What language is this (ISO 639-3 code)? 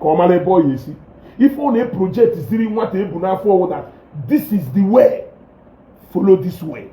ibo